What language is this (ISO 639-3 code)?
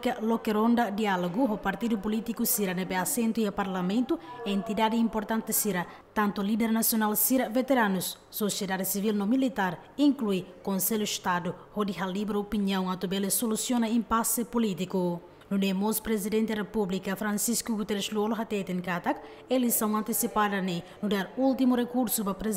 tet